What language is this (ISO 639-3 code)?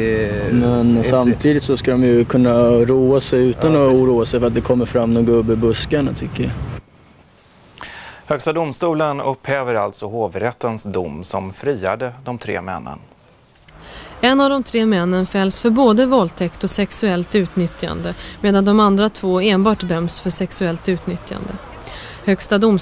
swe